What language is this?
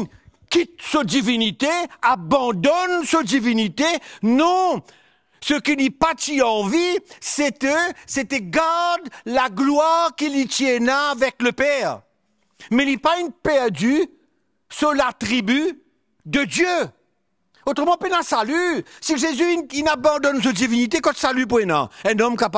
Morisyen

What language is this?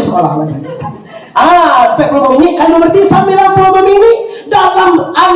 Minangkabau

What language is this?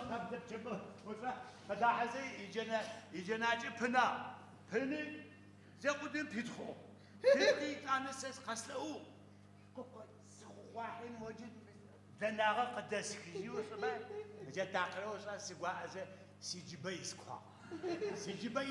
Adyghe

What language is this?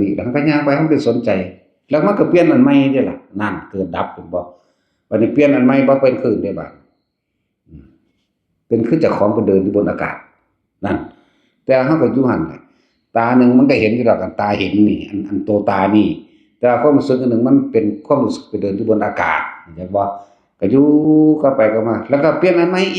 Northeastern Thai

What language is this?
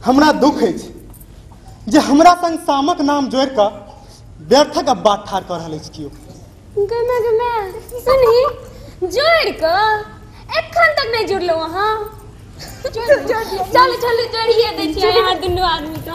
Maithili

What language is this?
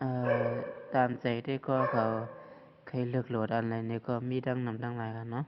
Shan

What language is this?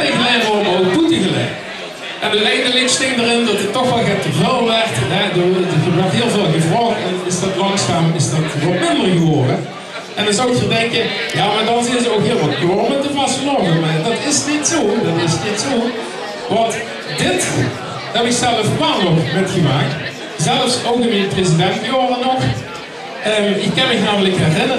Limburgish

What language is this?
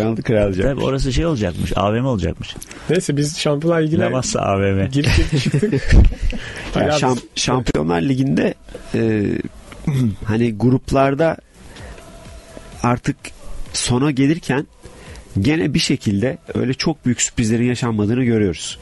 Turkish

